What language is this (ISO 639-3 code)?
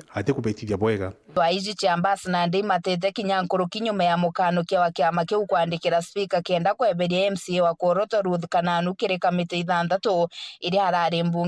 mer